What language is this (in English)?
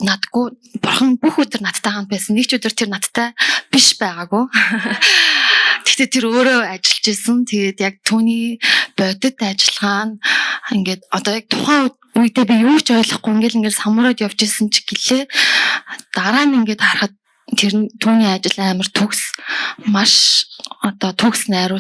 Mongolian